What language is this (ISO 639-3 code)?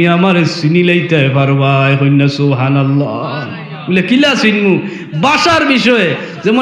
syl